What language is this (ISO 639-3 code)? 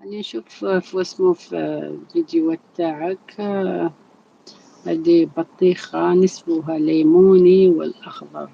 arq